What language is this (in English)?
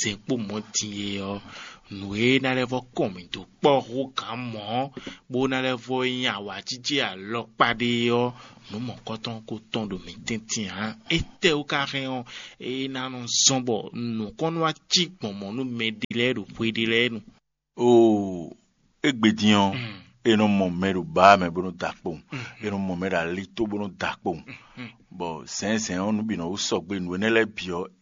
Fon